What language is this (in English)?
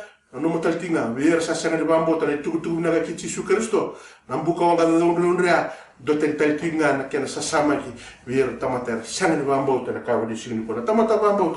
Fijian